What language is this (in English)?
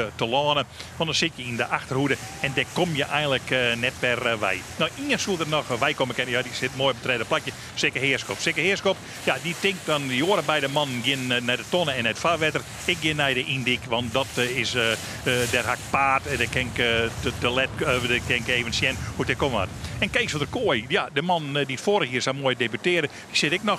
Western Frisian